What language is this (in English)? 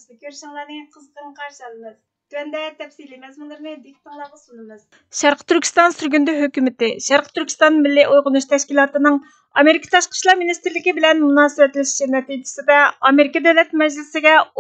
Uyghur